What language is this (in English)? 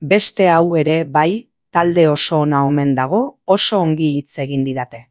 Basque